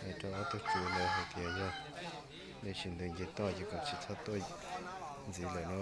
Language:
Hmong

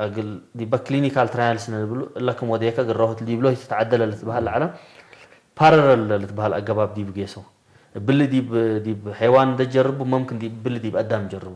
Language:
Tigre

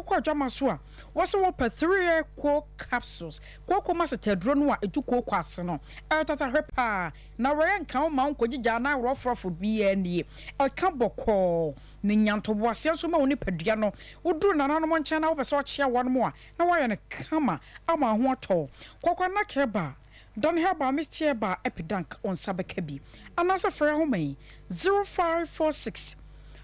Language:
Akan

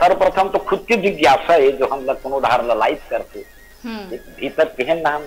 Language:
Chhattisgarhi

